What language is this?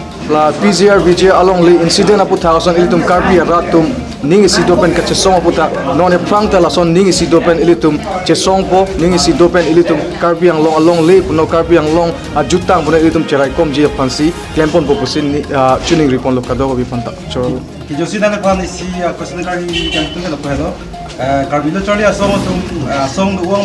Karbi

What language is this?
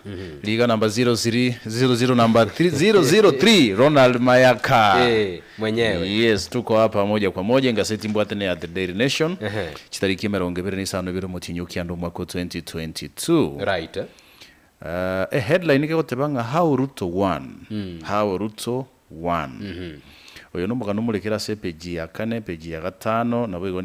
Gusii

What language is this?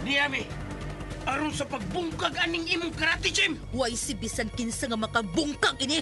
Cebuano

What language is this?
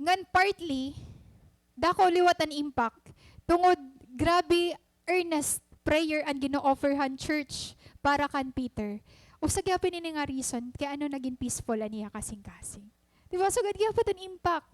Waray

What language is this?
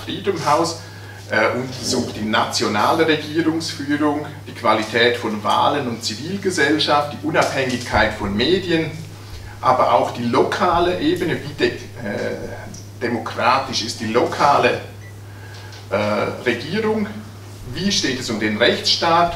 German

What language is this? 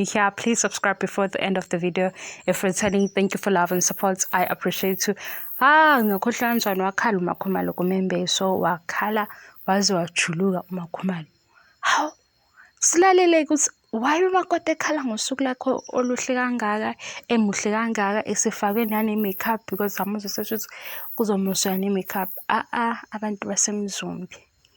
Zulu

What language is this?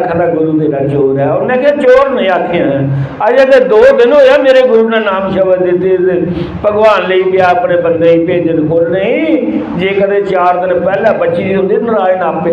Dogri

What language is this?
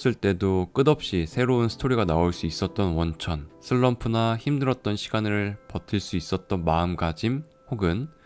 Korean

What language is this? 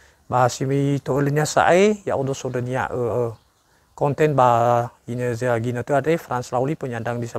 Nias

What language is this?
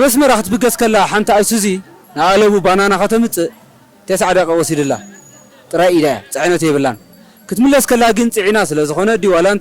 Tigrinya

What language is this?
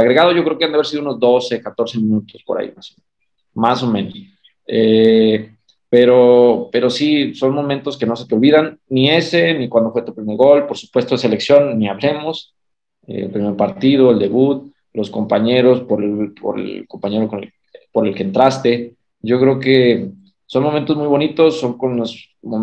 Spanish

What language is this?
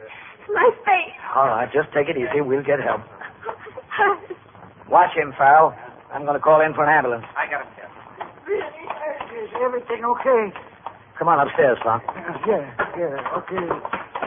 English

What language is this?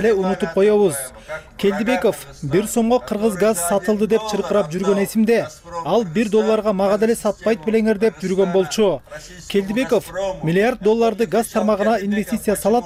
Kyrgyz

